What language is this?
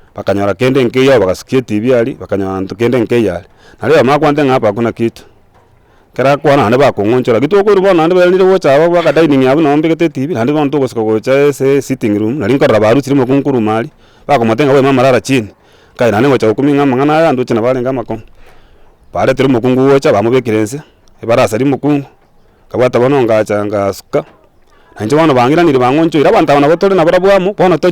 Gusii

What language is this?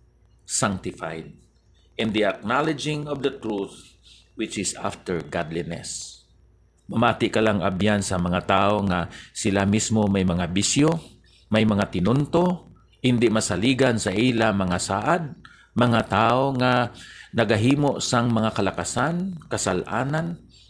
Hiligaynon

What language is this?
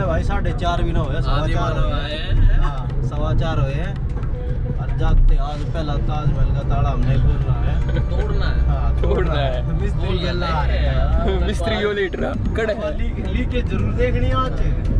Haryanvi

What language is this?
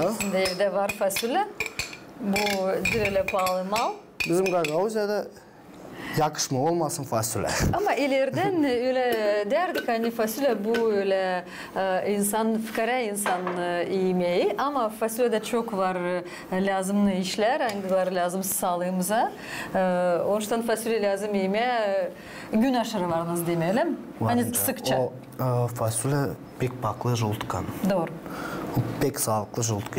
Gagauz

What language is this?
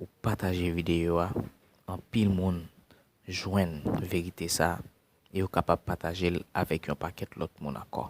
Haitian Creole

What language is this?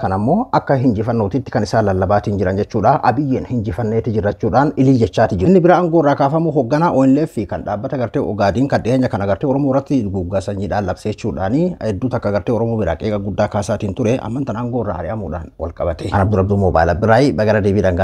Oromo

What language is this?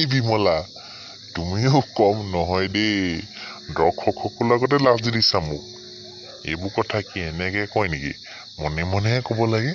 Assamese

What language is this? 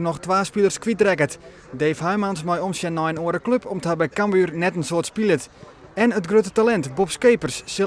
Western Frisian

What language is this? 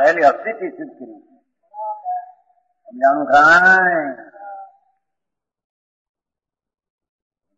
Gujarati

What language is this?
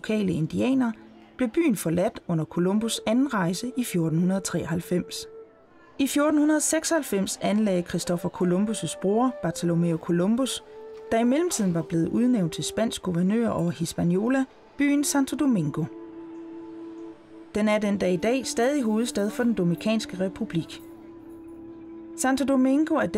Danish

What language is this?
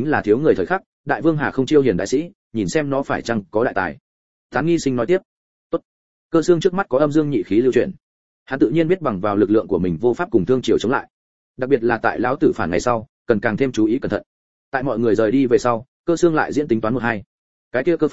Vietnamese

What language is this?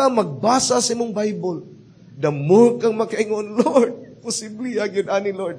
Cebuano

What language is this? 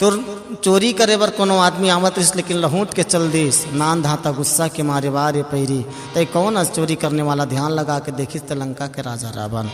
Chhattisgarhi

